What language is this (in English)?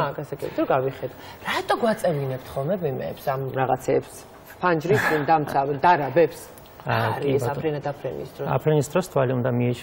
Georgian